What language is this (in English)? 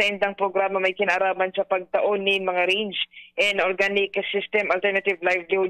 Bikol